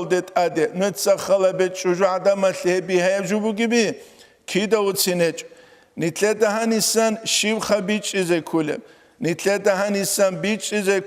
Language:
Avaric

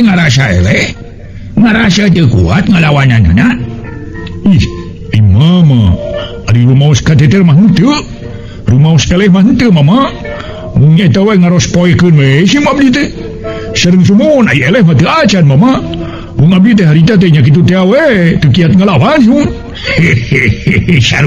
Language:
Sundanese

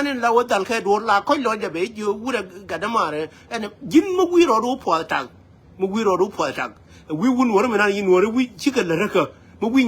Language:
Nuer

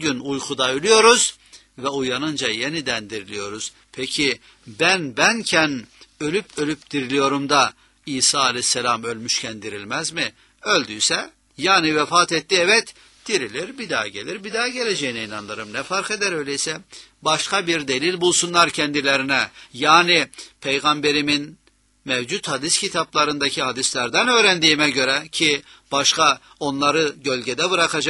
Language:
Turkish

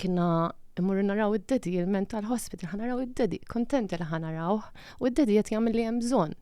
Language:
Maltese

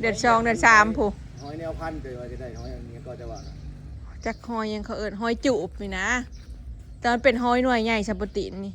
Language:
Northeastern Thai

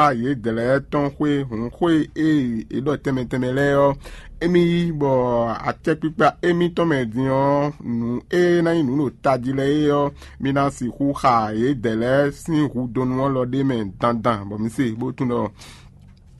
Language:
Fon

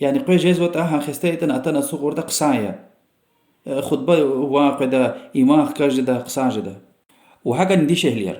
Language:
Lezghian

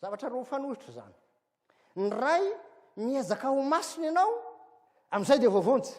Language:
Malagasy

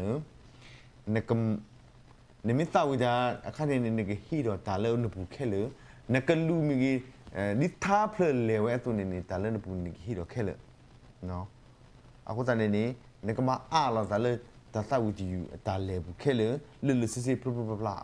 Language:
S'gaw Karen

